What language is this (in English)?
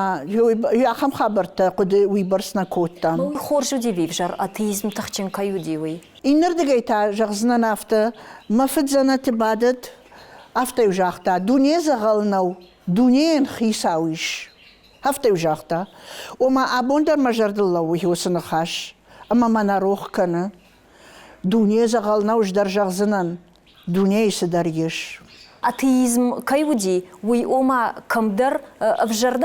Ossetic